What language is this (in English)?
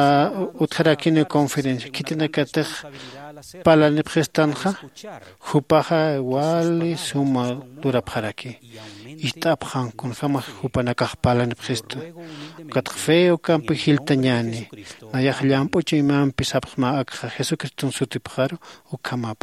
Aymara